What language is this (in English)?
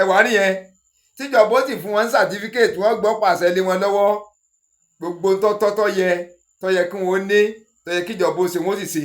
Yoruba